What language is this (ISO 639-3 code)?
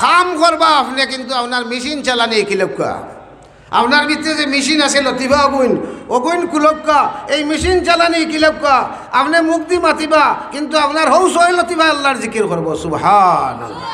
syl